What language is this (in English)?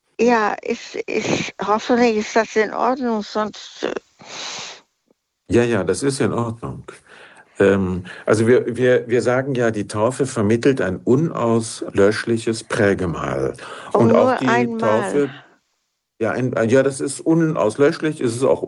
German